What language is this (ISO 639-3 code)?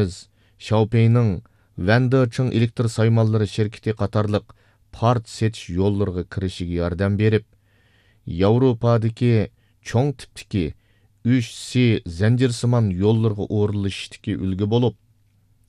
uig